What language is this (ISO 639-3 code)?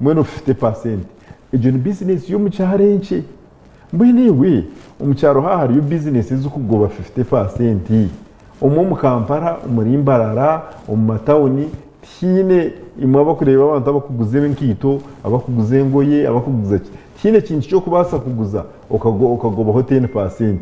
nyn